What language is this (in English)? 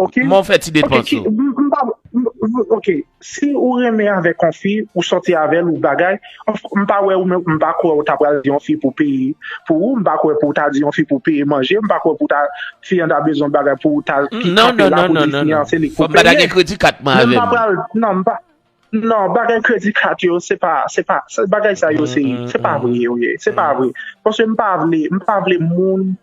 Haitian Creole